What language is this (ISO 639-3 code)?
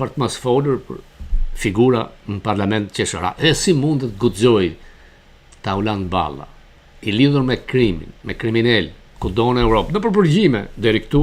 sqi